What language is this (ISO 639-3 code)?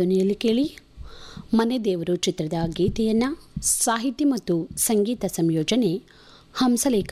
kan